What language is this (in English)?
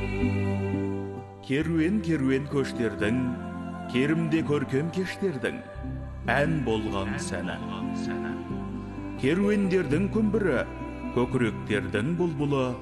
Kazakh